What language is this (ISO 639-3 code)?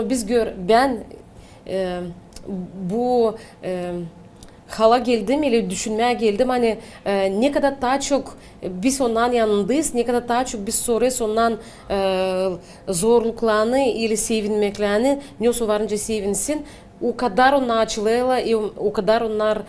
gag